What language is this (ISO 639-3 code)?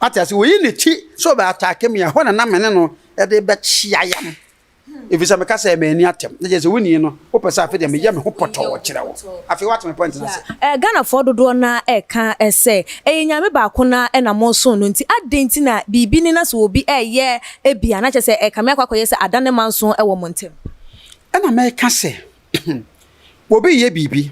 aka